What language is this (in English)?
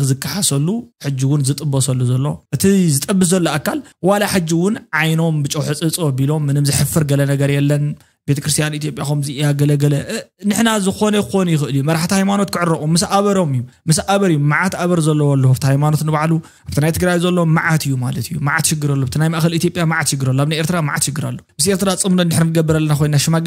Tigrinya